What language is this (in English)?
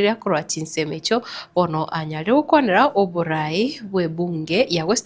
Gusii